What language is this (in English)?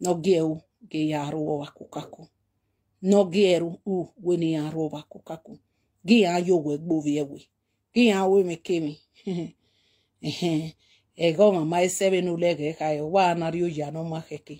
Nigerian Pidgin